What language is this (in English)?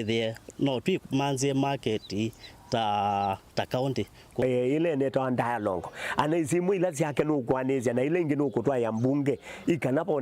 Kamba